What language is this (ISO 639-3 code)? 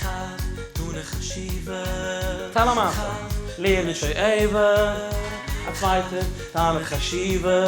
yid